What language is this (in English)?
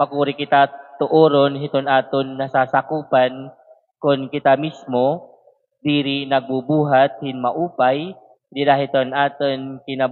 Waray